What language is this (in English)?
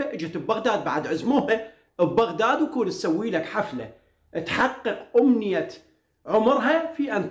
Mesopotamian Arabic